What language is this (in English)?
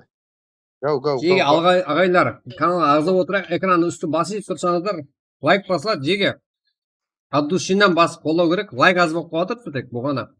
Kara-Kalpak